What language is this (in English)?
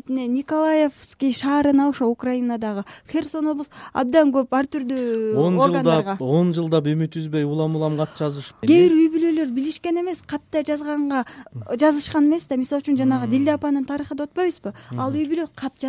Kyrgyz